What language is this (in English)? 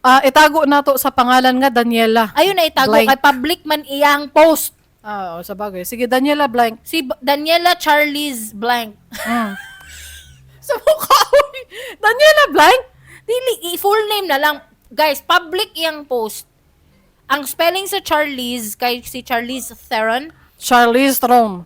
Cebuano